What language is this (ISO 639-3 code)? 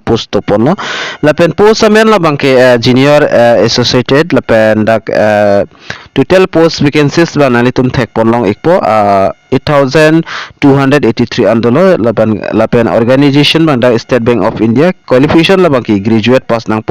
mjw